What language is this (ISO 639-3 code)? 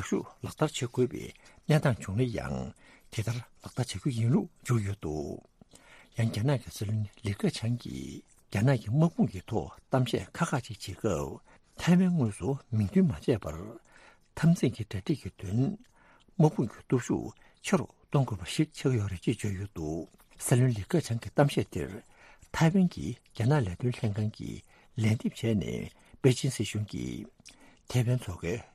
bod